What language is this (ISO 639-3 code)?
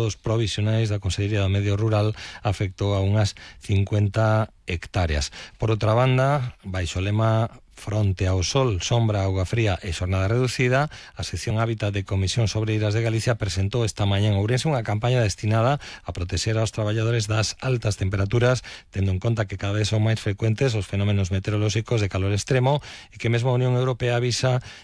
glg